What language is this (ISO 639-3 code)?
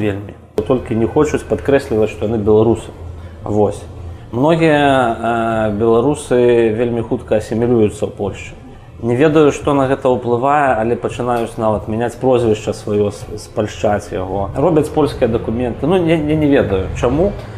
bel